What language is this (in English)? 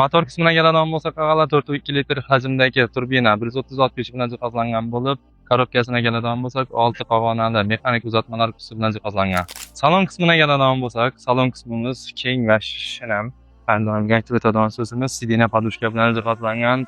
Uzbek